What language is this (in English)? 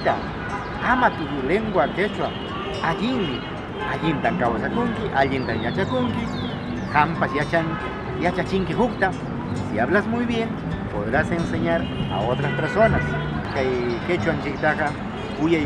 Quechua